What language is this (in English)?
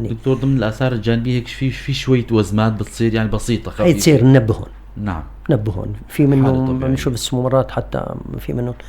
North Levantine Arabic